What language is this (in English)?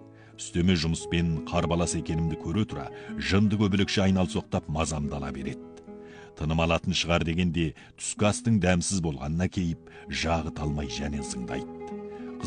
Kazakh